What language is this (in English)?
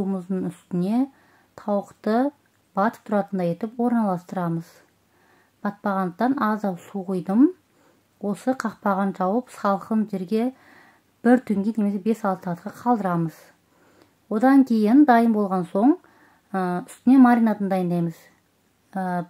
Kazakh